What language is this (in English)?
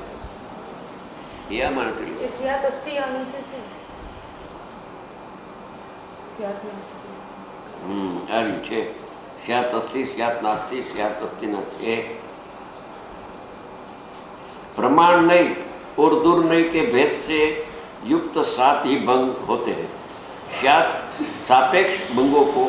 Gujarati